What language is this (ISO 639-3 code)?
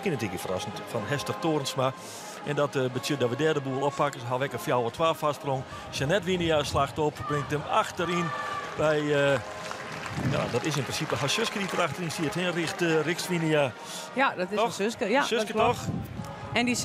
fry